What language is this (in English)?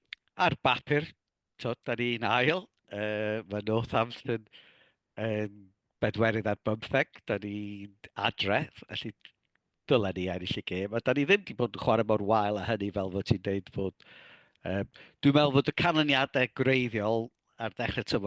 Welsh